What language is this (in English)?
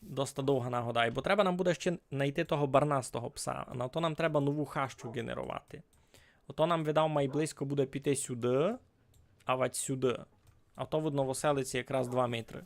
Rusyn